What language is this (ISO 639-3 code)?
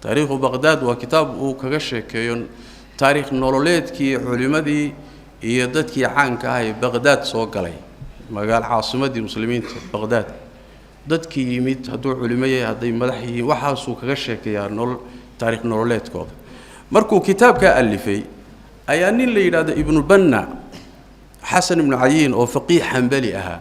som